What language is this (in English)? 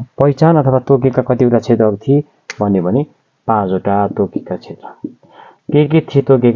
Nepali